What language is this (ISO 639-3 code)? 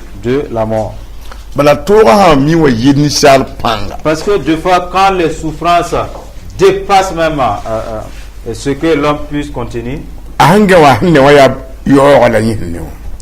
mos